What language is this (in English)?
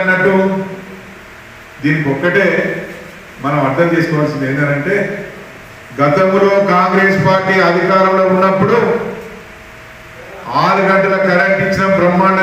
Telugu